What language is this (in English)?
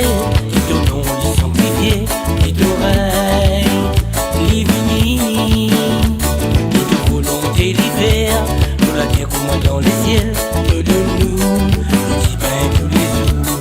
Morisyen